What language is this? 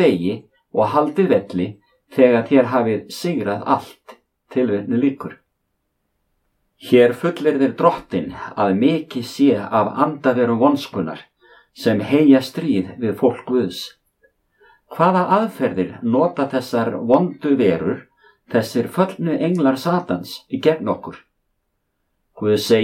Icelandic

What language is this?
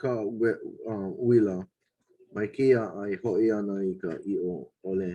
Hawaiian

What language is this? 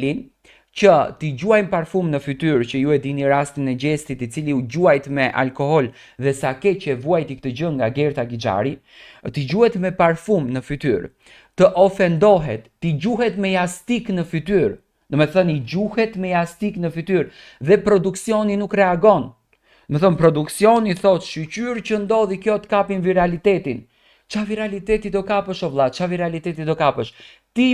Albanian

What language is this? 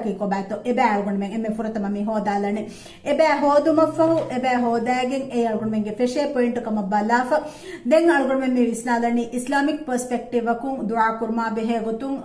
Divehi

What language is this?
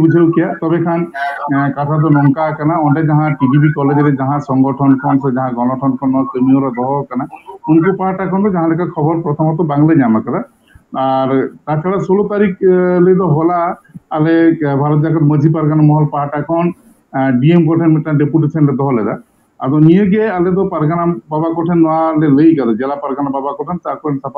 Santali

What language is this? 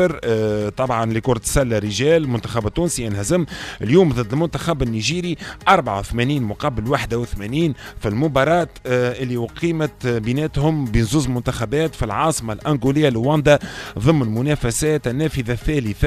Tunisian Arabic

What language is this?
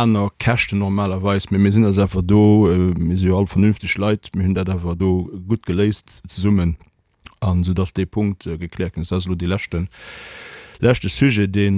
Luxembourgish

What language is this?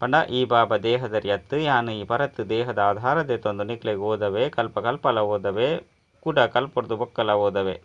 Tulu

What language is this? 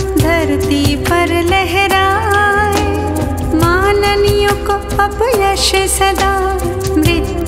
Hindi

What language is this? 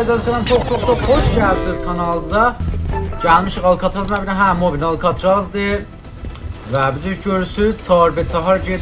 South Azerbaijani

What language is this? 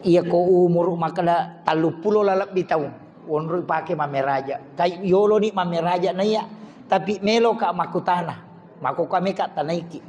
Buginese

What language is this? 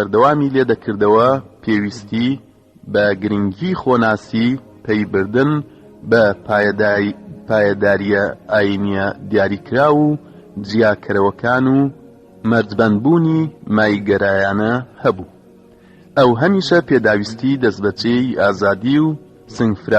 Central Kurdish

